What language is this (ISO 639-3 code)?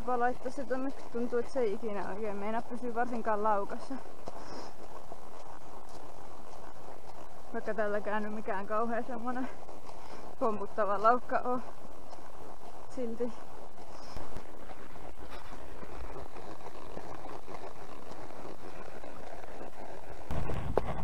fin